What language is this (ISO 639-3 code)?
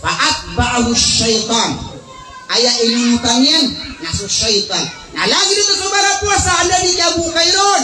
mrw